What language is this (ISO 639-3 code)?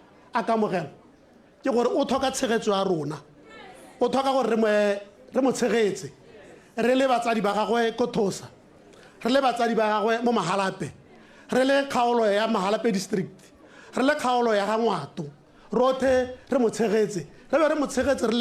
tsn